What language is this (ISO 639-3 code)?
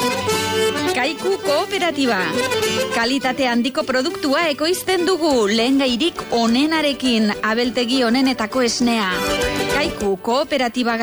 eus